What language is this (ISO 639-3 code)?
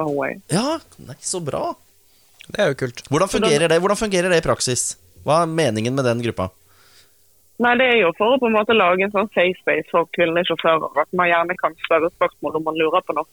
nor